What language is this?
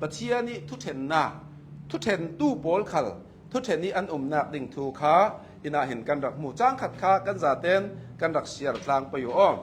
Hakha Chin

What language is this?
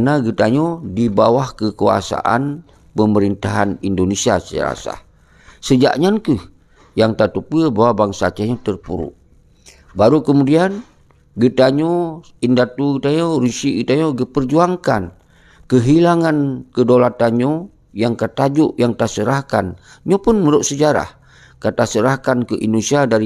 Achinese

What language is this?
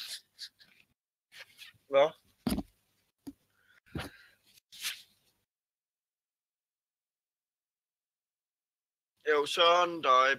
Danish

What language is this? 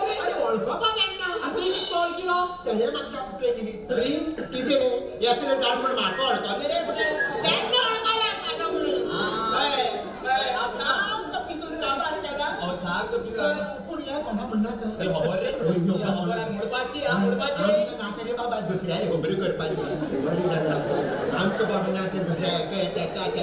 Konkani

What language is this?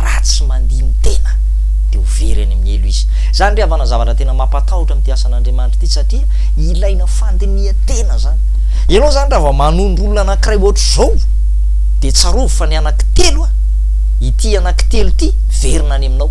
Malagasy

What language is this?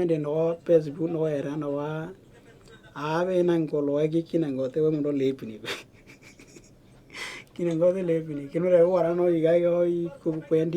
Western Dani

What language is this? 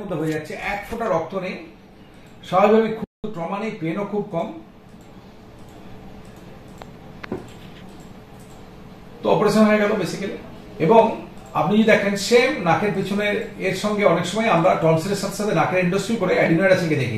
Bangla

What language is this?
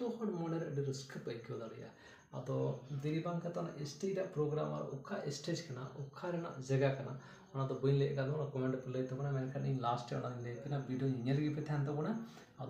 Santali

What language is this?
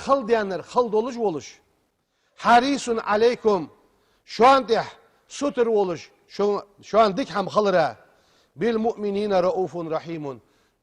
Ingush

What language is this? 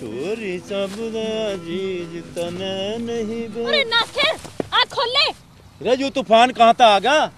Haryanvi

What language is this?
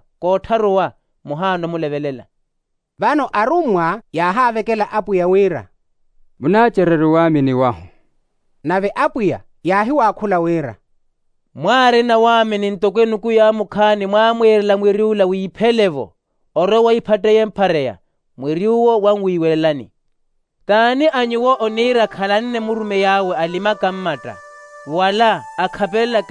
Makhuwa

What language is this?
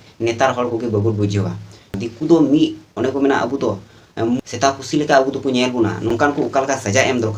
Santali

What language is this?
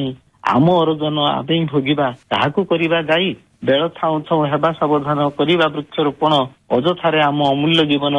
Odia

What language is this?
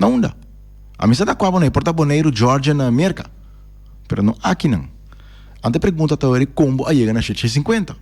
Papiamento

